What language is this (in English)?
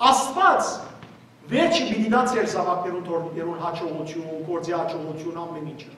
Western Armenian